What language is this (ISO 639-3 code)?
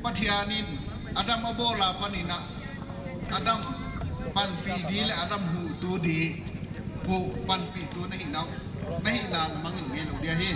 pck